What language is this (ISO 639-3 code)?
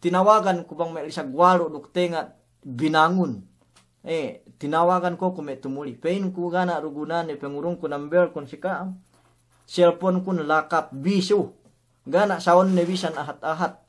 yka